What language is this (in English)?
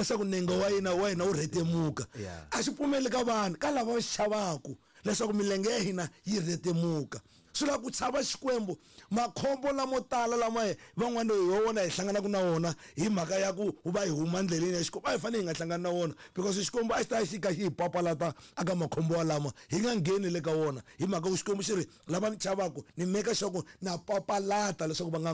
Tsonga